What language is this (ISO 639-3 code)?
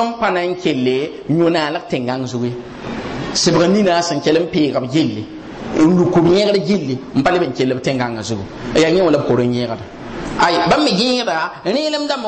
mos